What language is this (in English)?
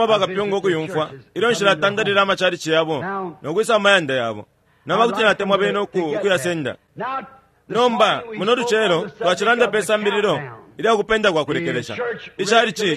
Bemba